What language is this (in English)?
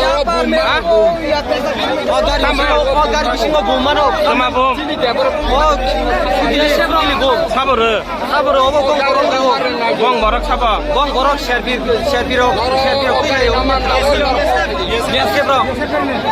Kok Borok